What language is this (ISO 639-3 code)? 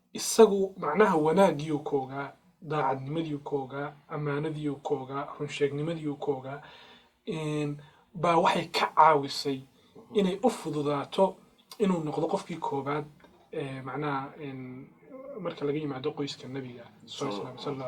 som